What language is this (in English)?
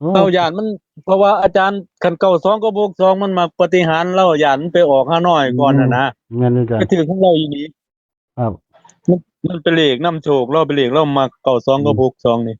Northeastern Thai